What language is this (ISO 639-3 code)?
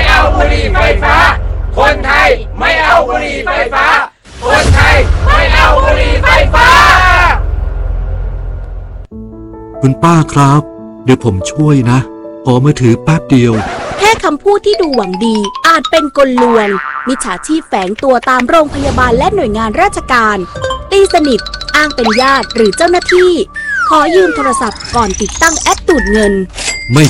tha